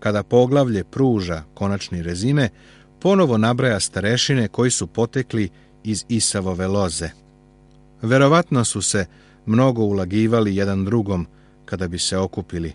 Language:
Serbian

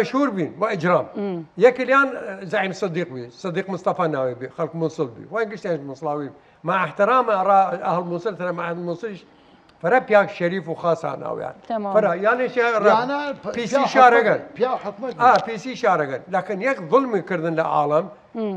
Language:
Southern Kurdish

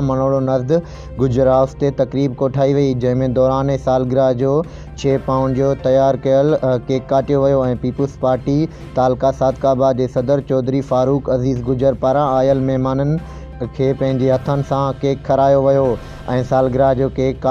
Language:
Sindhi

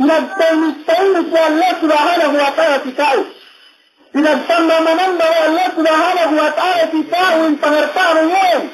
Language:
Yakan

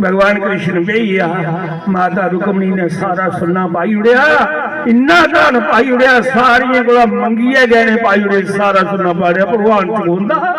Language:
Dogri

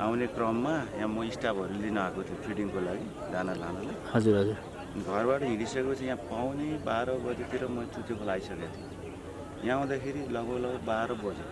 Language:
Nepali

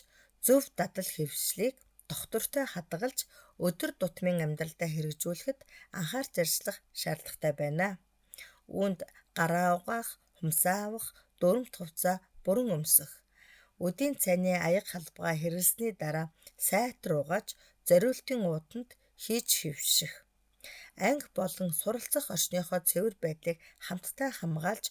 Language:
Mongolian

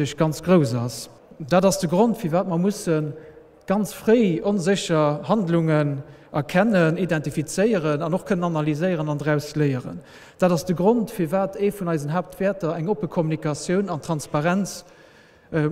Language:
Luxembourgish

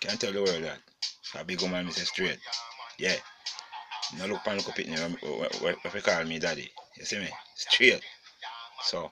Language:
Jamaican Creole English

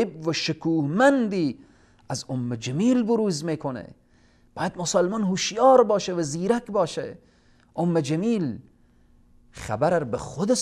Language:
Persian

